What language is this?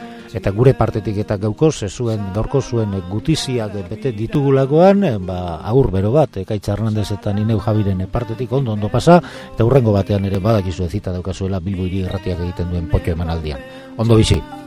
Basque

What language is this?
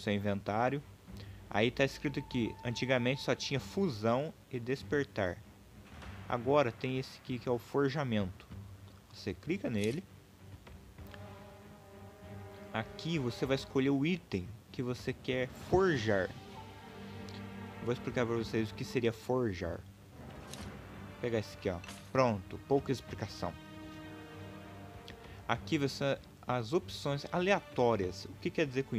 Portuguese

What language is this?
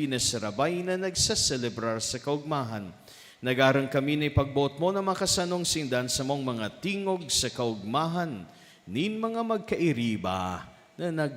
Bikol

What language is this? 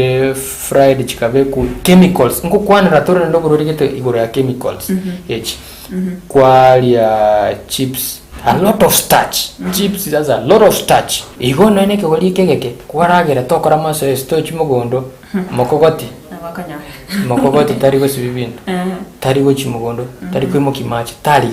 Gusii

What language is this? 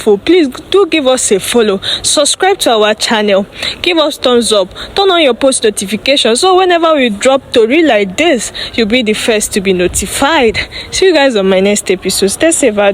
Nigerian Pidgin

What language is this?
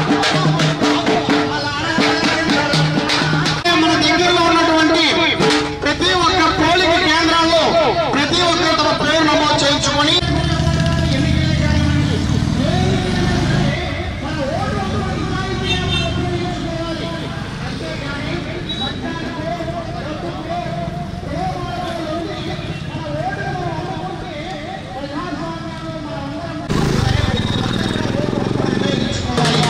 Telugu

